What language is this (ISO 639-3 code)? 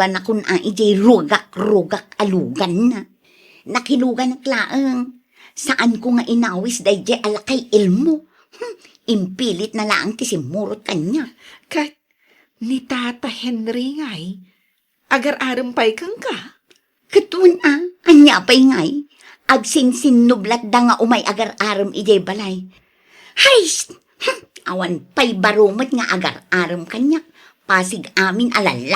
ilo